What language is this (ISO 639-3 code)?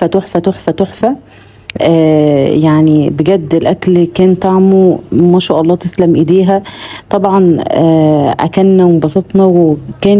arz